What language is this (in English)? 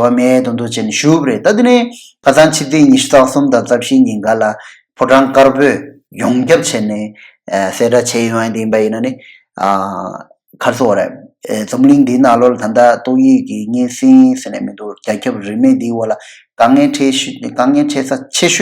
Tibetan